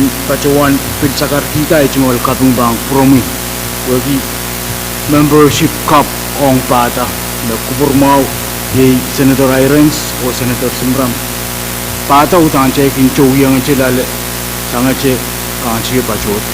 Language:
Pohnpeian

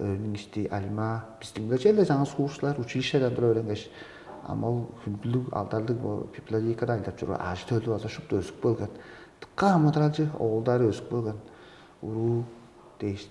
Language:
Tuvinian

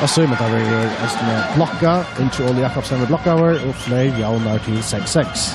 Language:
Faroese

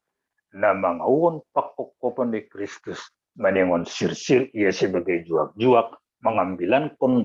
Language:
Batak Simalungun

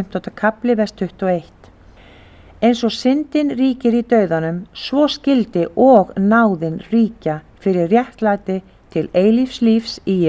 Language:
Icelandic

